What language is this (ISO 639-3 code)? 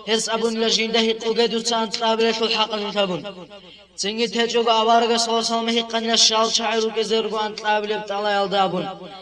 ava